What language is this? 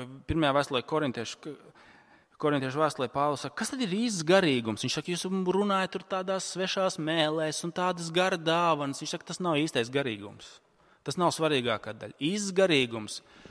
Latvian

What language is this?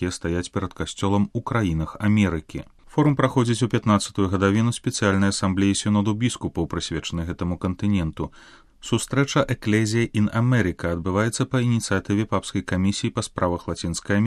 Belarusian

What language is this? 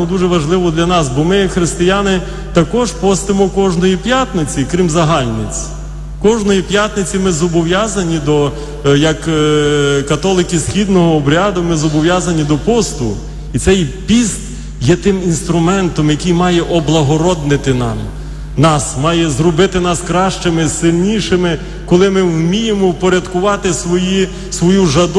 Ukrainian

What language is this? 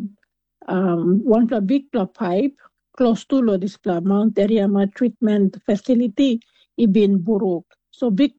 Tok Pisin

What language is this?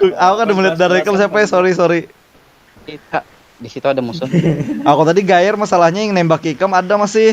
Banjar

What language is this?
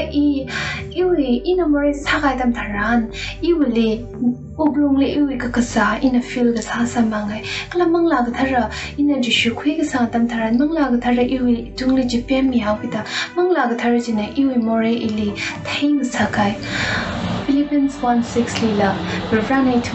Tangkhul Naga (India)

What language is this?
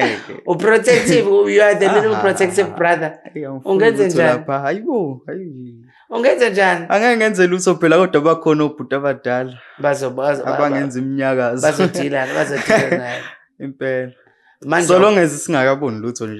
Zulu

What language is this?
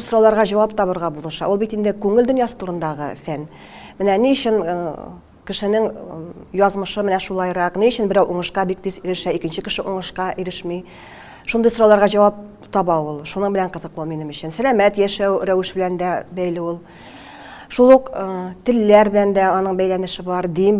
Tatar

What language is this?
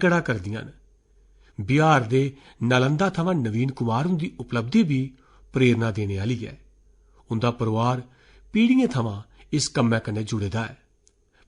Dogri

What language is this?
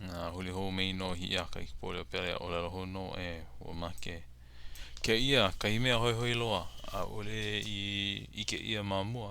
Hawaiian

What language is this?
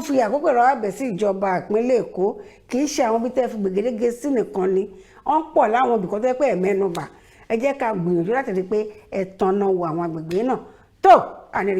Yoruba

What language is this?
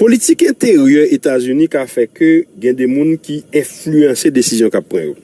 Haitian Creole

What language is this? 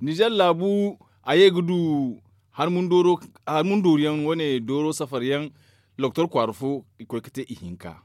Zarma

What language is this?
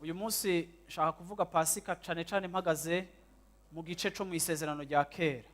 Rundi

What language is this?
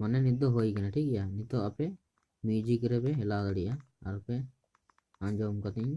Santali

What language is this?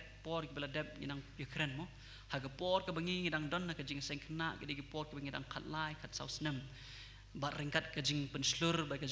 Khasi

